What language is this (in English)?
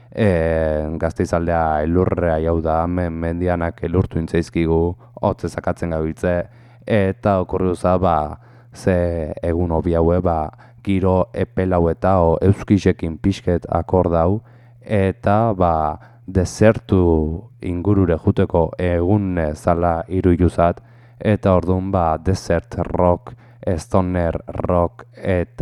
Basque